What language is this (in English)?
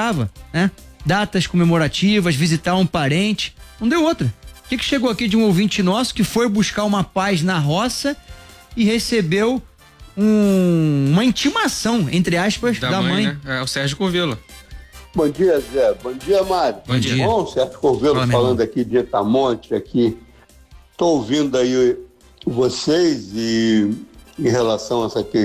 Portuguese